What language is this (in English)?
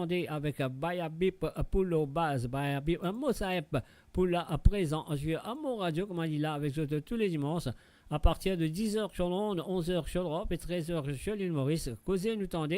Morisyen